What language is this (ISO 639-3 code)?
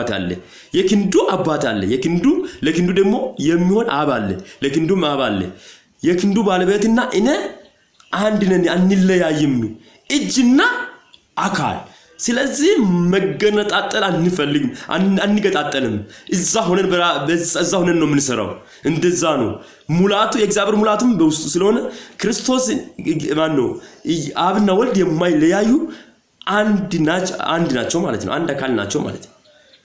amh